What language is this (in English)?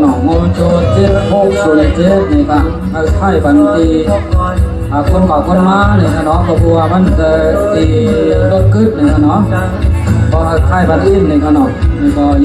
Shan